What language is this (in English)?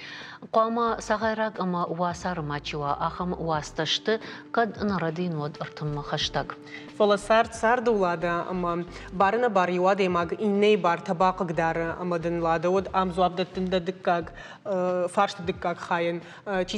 Ossetic